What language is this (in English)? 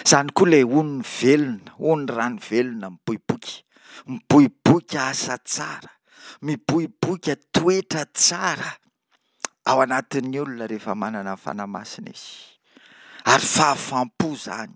Malagasy